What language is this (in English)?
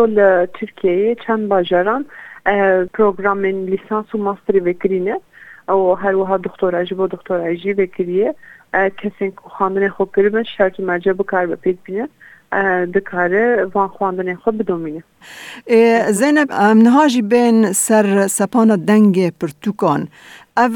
Kurdish